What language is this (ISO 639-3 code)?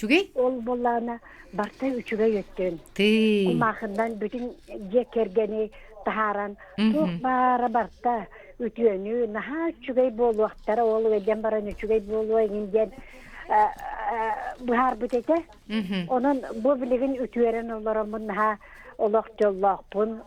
sah